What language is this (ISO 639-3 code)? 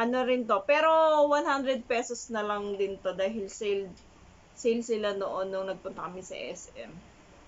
fil